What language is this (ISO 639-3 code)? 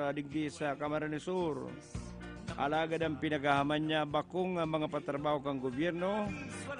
bik